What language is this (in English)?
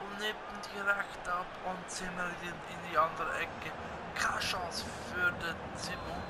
Swiss German